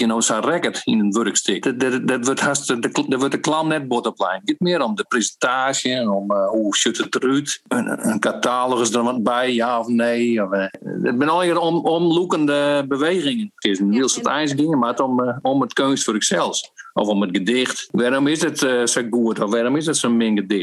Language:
Western Frisian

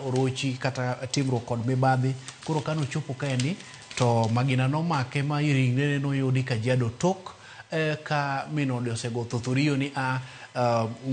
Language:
Luo (Kenya and Tanzania)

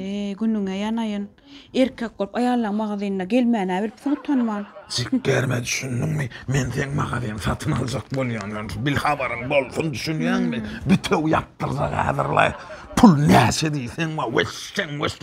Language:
Turkmen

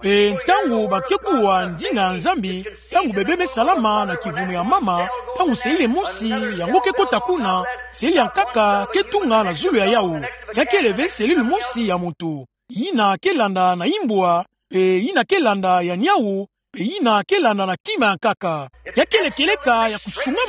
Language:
Kituba (Democratic Republic of Congo)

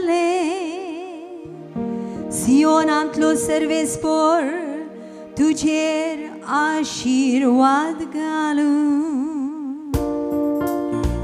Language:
Konkani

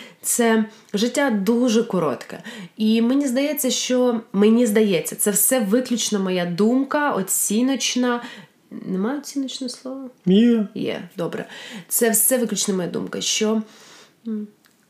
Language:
Ukrainian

